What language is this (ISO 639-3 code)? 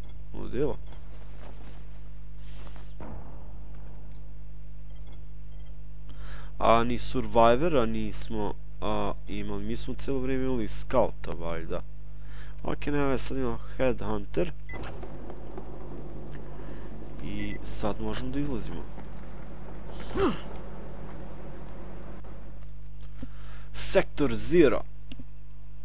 hrv